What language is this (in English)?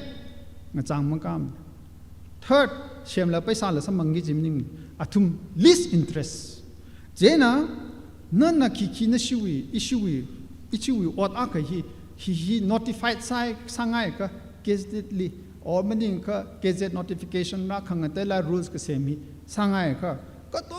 Tangkhul Naga (India)